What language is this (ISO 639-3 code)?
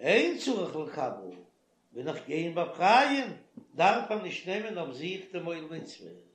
yid